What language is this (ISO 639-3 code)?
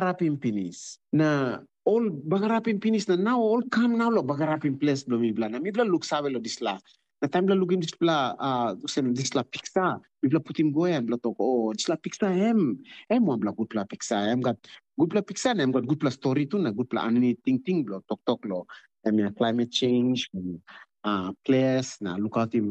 tpi